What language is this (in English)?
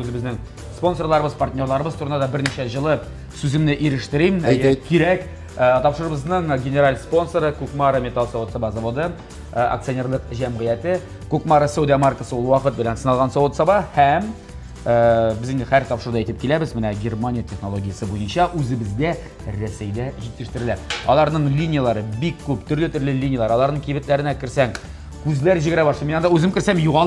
Tatar